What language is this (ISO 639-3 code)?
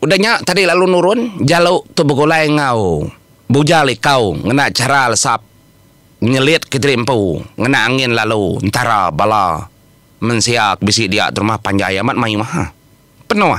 iba